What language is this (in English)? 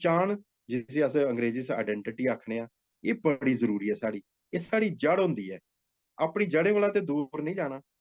Dogri